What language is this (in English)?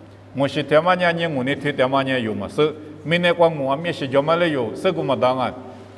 Lisu